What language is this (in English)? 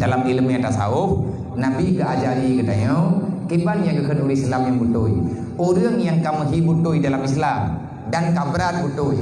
Achinese